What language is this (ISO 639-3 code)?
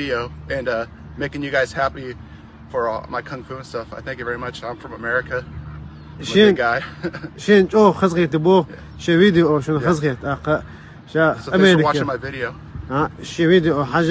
che